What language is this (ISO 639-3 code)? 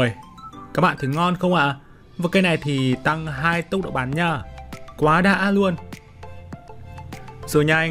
vie